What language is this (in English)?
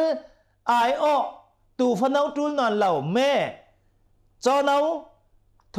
Hakha Chin